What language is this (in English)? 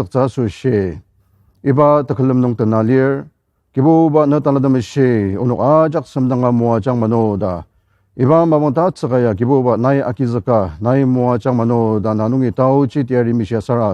Ao Naga